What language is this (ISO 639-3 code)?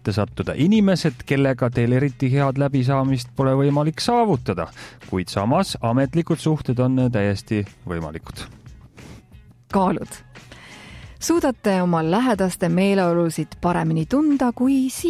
est